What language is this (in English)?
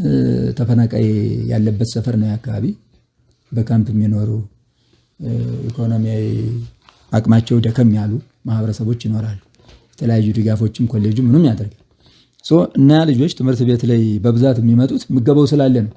Amharic